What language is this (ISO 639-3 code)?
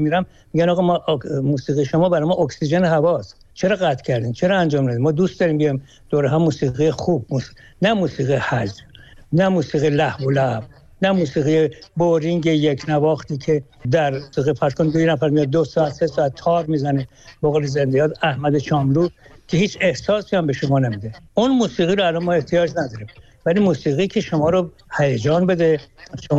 fas